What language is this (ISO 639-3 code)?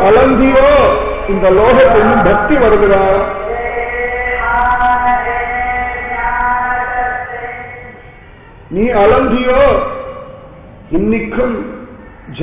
tam